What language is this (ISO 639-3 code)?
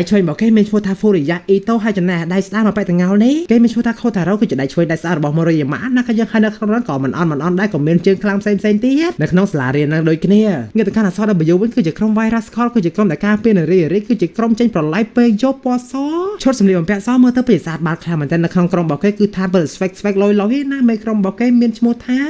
khm